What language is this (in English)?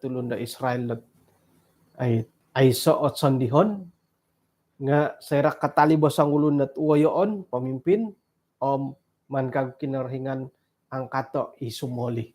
Central Dusun